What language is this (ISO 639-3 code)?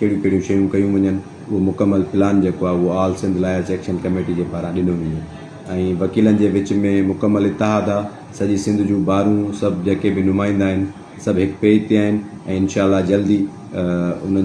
snd